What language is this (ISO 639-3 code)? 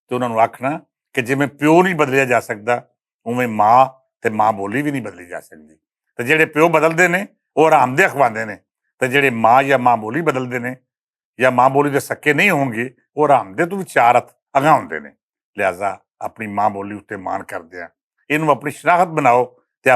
lah